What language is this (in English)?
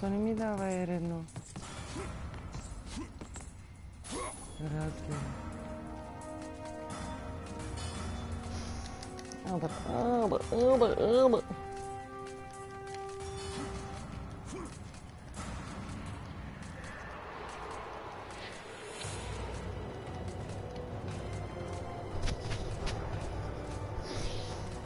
Bulgarian